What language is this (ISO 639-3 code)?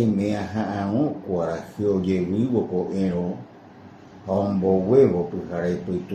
grn